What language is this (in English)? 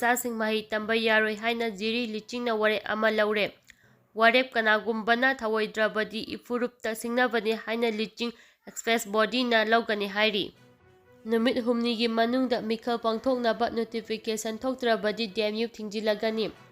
Manipuri